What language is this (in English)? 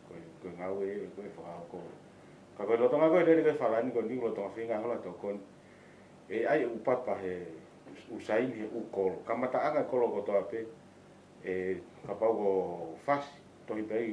Tongan